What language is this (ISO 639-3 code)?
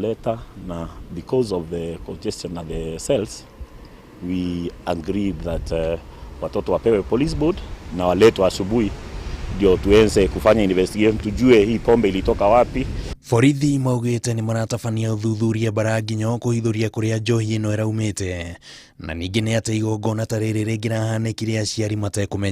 kik